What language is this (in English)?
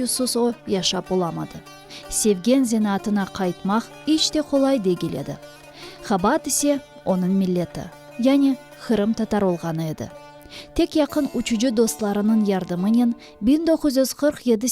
Crimean Tatar